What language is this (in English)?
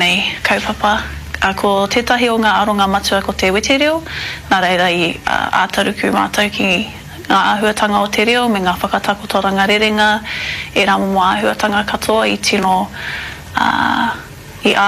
Māori